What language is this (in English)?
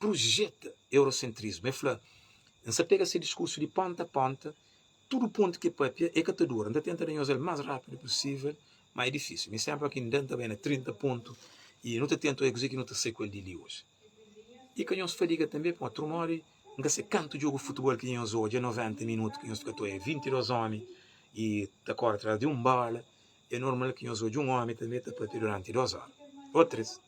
Kabuverdianu